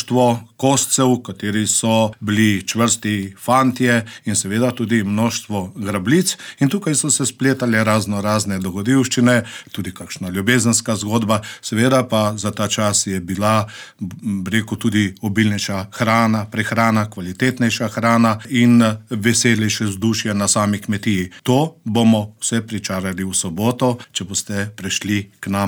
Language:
Slovenian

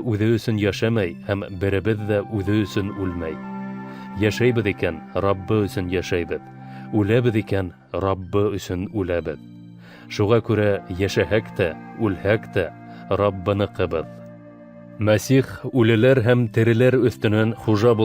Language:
Bashkir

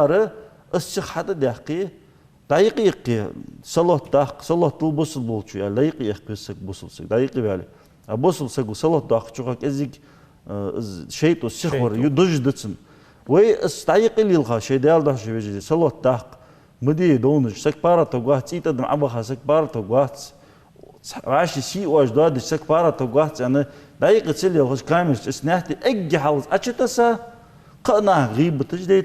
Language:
Ingush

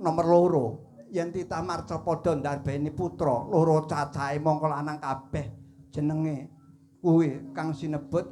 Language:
Javanese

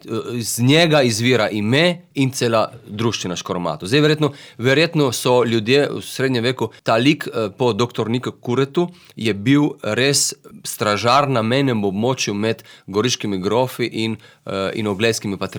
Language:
Slovenian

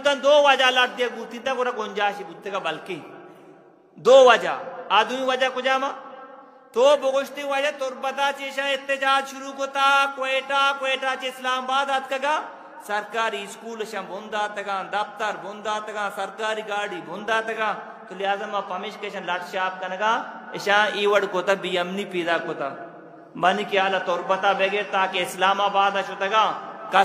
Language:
Eastern Balochi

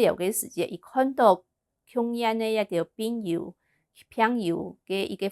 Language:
Hakka Chinese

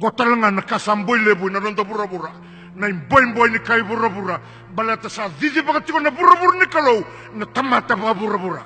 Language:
Fijian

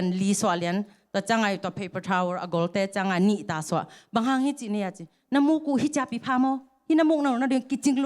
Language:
Tedim Chin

